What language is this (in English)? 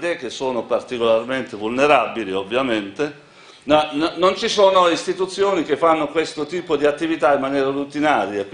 Italian